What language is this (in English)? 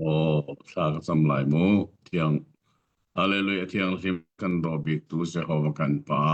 Hakha Chin